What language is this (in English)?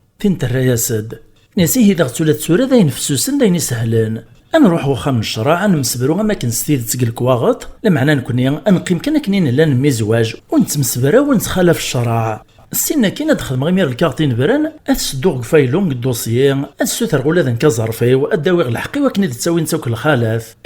Kabyle